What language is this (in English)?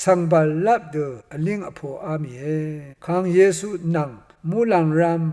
Rawang